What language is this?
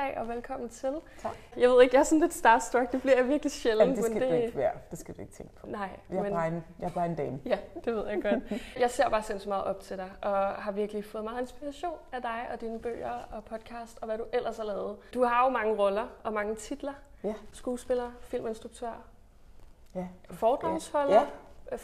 Danish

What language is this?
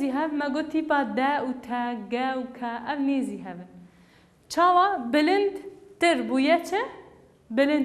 Kurdish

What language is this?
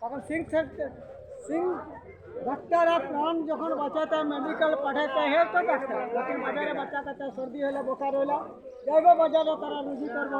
Sylheti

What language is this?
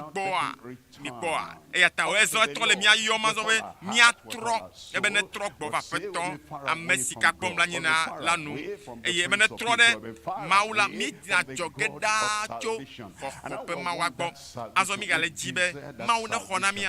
Ewe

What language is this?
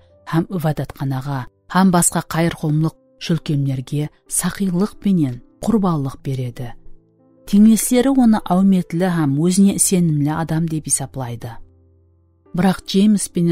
Kara-Kalpak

